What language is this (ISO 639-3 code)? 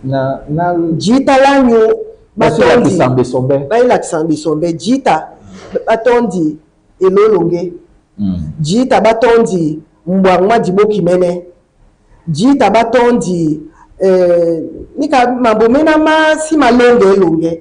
dua